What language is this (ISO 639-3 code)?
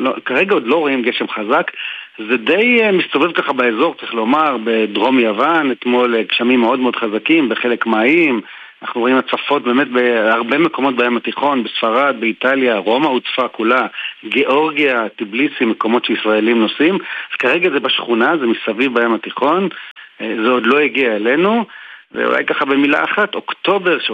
heb